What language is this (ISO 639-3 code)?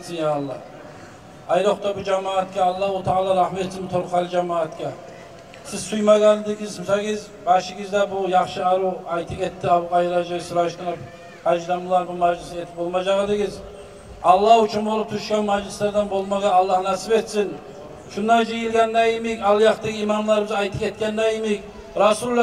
kum